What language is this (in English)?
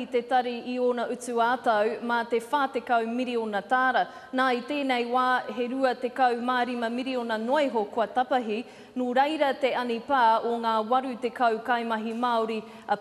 Māori